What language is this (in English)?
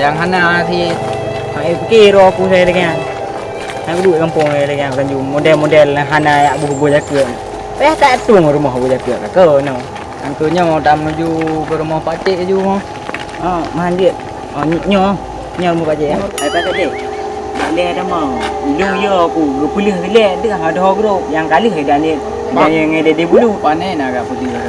Achinese